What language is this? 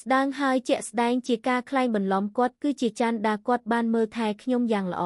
Khmer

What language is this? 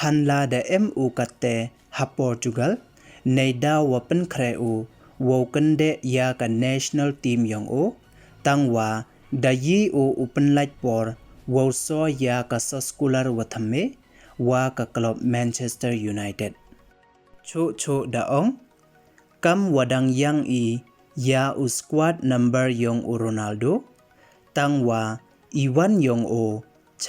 Pnar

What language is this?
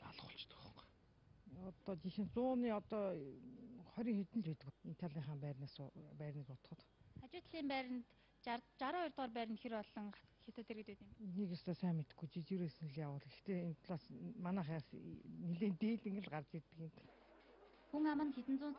Mongolian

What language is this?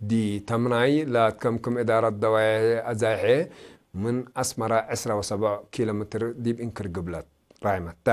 Tigre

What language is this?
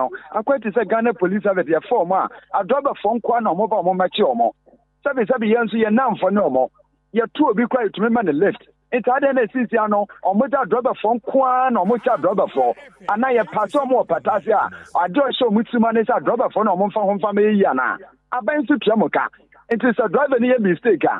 Akan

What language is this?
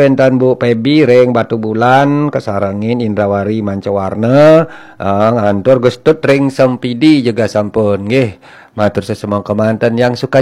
Balinese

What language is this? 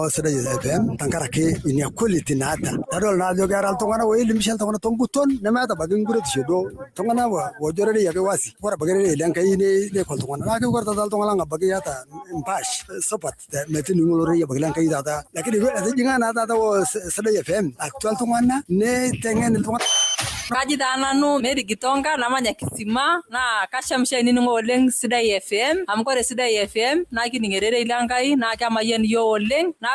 Masai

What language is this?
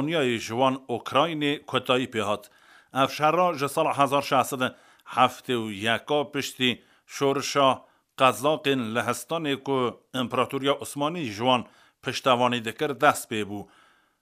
Kurdish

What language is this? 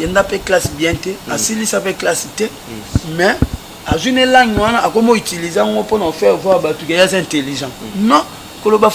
Lingala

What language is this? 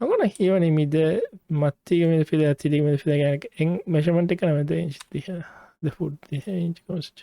Divehi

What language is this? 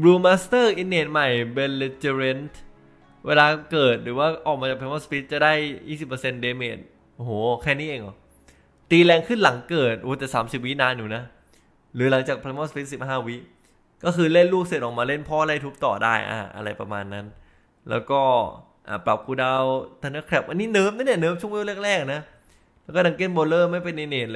Thai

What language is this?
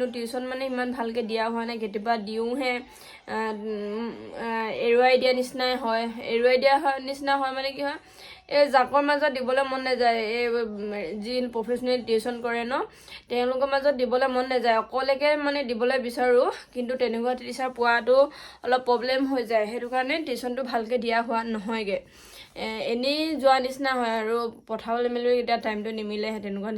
Assamese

